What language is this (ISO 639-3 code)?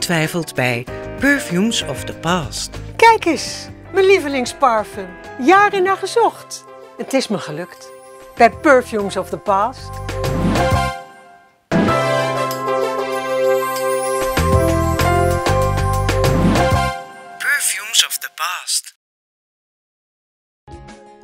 nld